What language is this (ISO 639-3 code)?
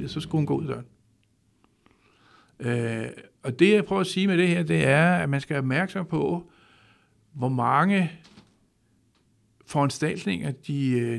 dan